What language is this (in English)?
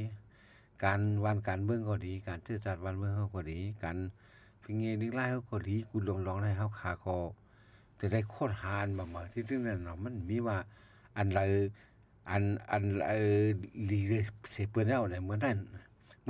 Shan